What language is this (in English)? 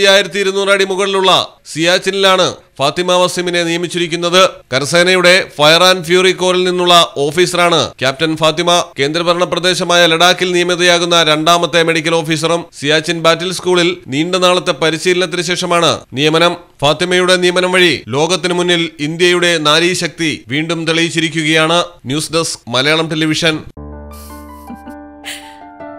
Malayalam